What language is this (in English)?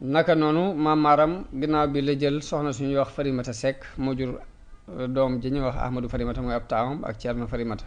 Wolof